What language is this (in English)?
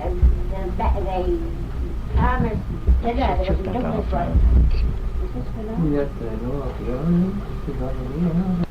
Manx